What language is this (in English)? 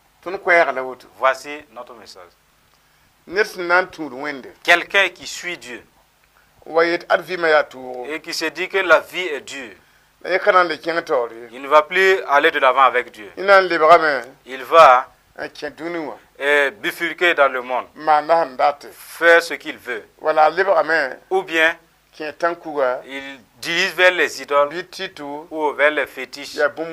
Mossi